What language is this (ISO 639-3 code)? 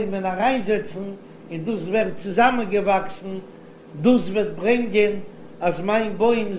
yid